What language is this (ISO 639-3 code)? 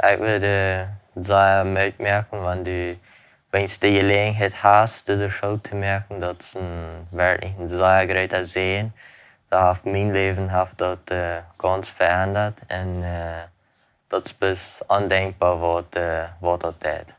pdt